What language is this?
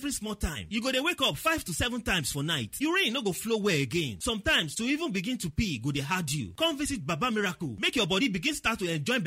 Nigerian Pidgin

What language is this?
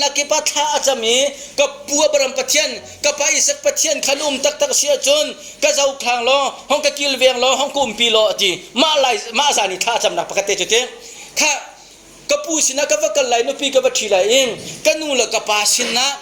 Hakha Chin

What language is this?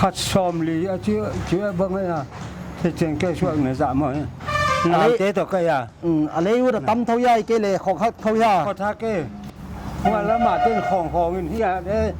Paite Chin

